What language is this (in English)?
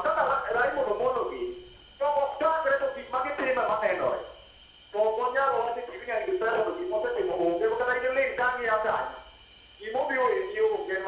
Luo (Kenya and Tanzania)